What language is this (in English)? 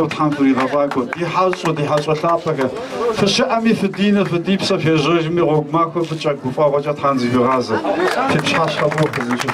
Kabardian